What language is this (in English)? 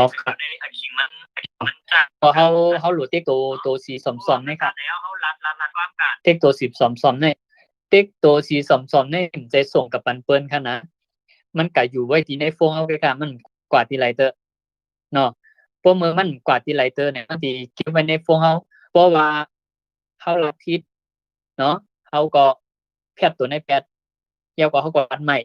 Shan